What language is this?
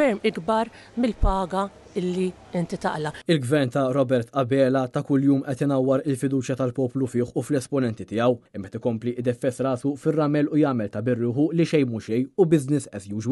Maltese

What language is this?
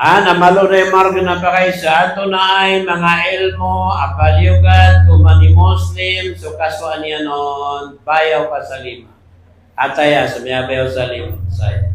Maranao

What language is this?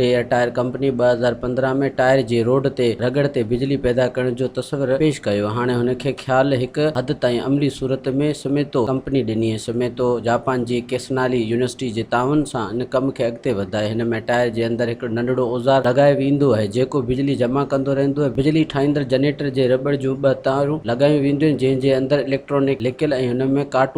Sindhi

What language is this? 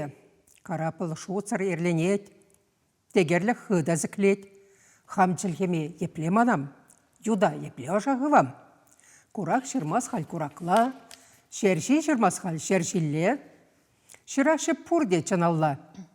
Chuvash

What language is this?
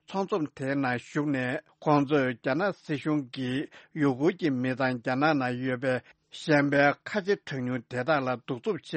Tibetan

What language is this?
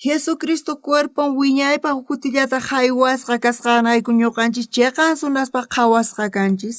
South Bolivian Quechua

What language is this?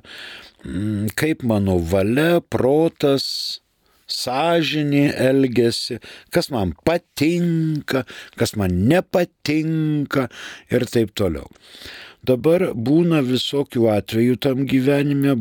Lithuanian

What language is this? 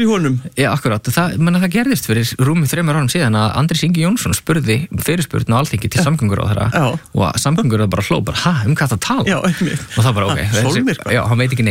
Icelandic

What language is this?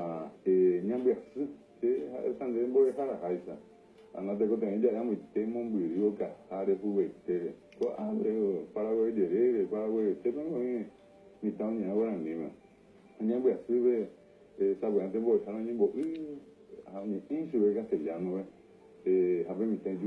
Guarani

